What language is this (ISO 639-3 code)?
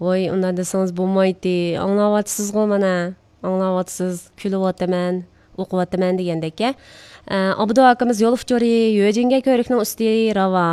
uig